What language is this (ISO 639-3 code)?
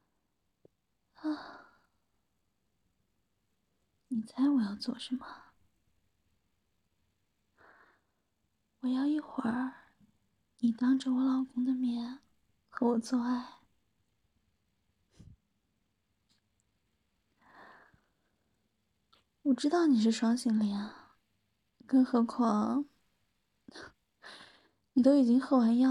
zho